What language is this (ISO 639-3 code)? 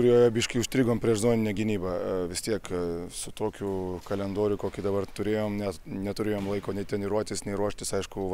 lit